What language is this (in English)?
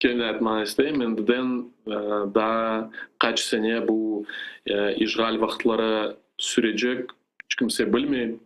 Crimean Tatar